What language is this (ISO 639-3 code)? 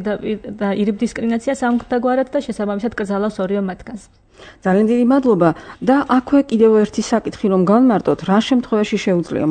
kat